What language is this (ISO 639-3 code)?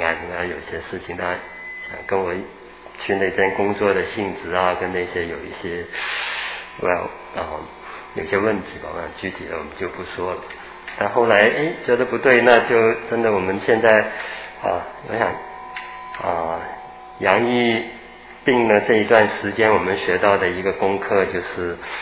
zho